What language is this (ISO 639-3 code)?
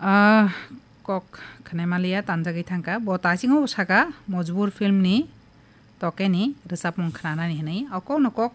trp